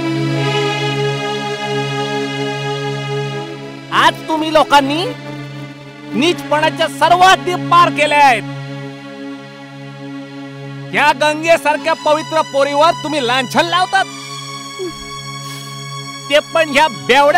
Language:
Marathi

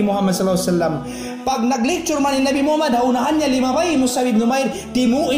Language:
Tausug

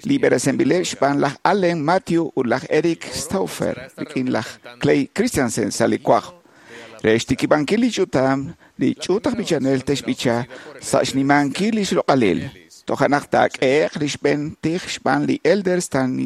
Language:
Kekchí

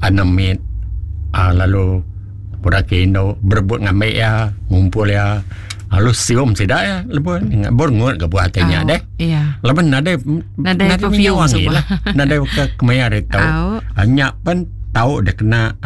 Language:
Iban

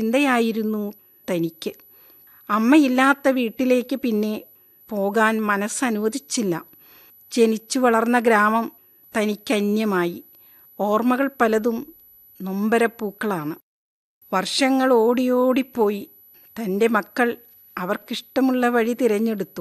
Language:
Malayalam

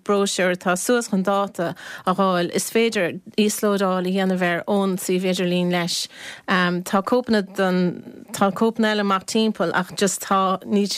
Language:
Irish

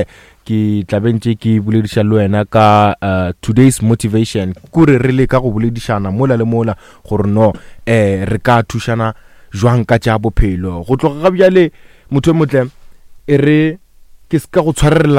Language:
Northern Sotho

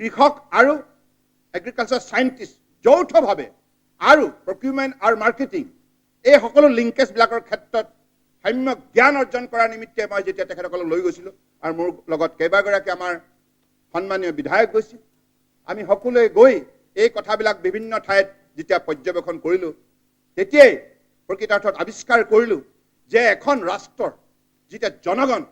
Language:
Assamese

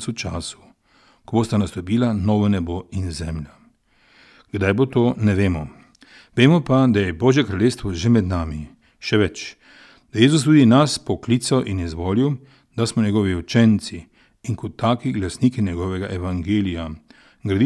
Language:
Slovenian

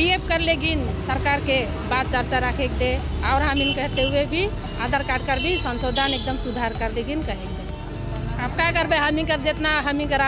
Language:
Sadri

